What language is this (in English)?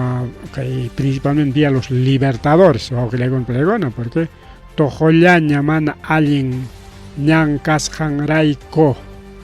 Ayacucho Quechua